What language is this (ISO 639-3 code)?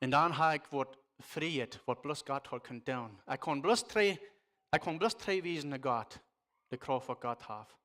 pdt